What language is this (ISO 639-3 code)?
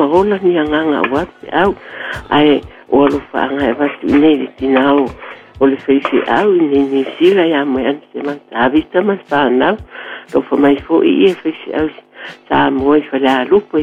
smo